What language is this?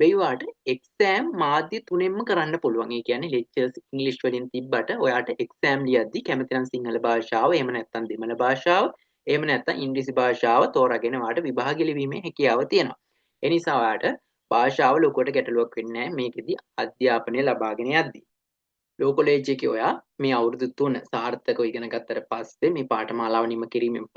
Sinhala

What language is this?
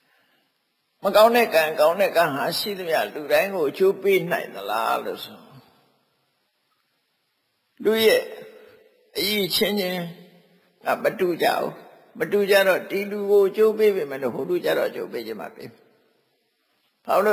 Burmese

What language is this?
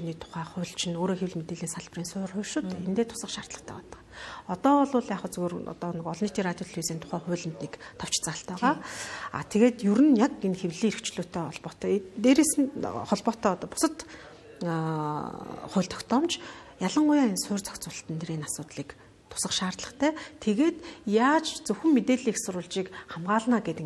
Mongolian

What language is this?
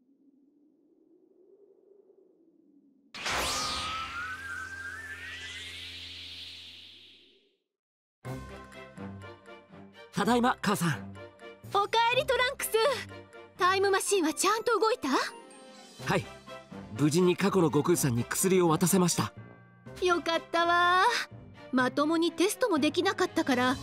Japanese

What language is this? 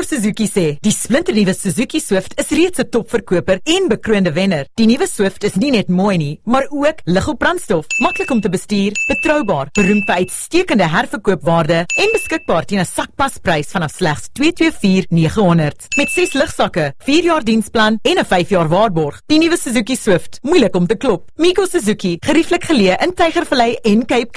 Afrikaans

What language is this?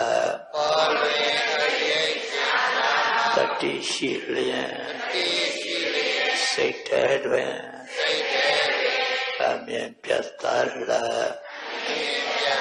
Burmese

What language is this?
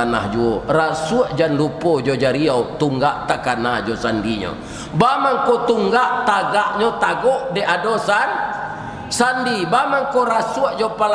Minangkabau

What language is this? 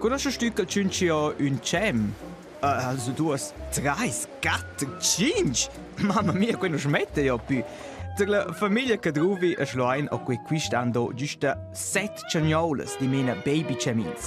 Romansh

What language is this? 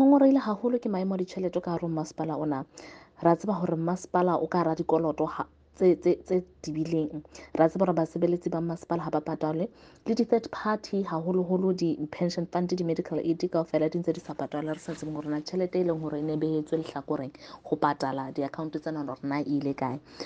Southern Sotho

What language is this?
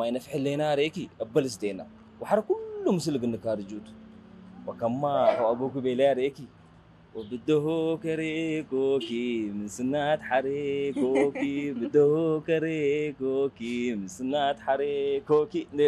Tigrinya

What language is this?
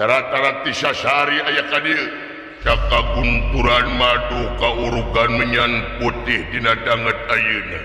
Sundanese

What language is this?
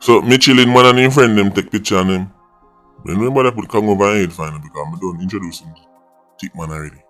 Jamaican Creole English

